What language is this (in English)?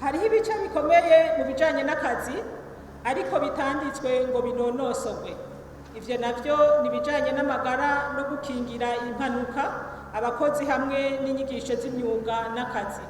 Rundi